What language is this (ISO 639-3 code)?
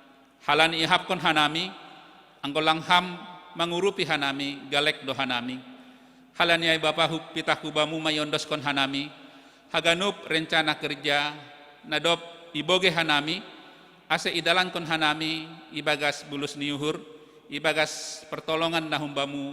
bts